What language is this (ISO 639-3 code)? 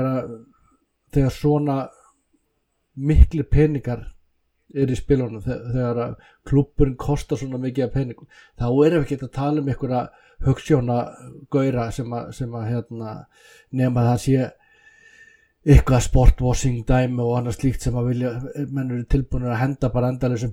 isl